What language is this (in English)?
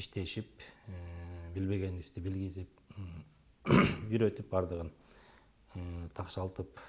Kyrgyz